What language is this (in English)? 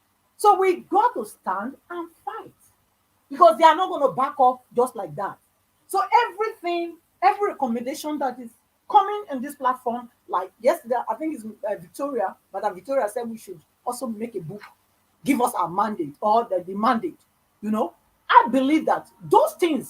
Nigerian Pidgin